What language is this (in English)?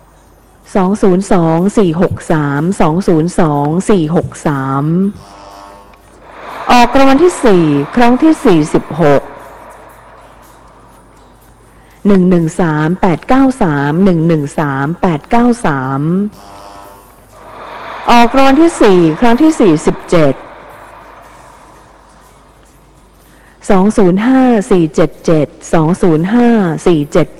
Thai